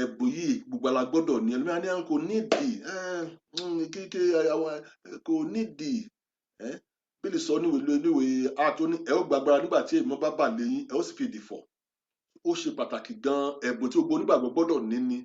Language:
Yoruba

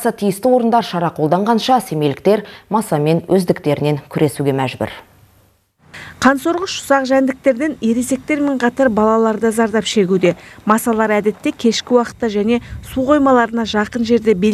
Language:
Kazakh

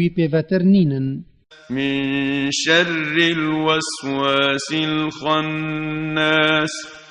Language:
Kurdish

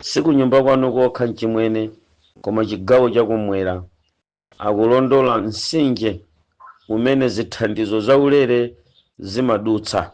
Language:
Nyanja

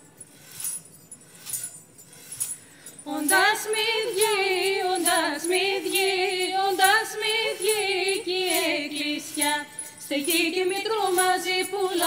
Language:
Greek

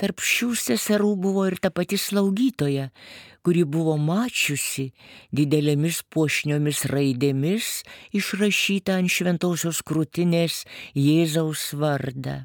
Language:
Lithuanian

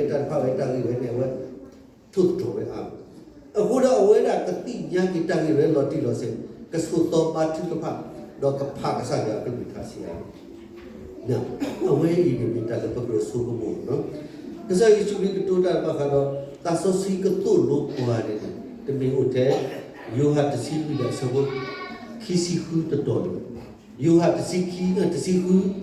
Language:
S'gaw Karen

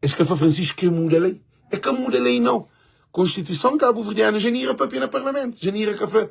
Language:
Kabuverdianu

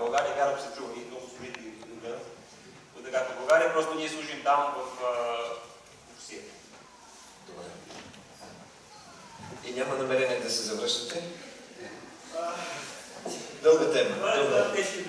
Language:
Bulgarian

